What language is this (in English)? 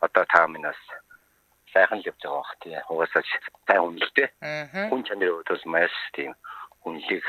Mongolian